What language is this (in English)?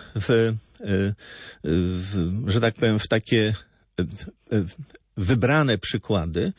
Polish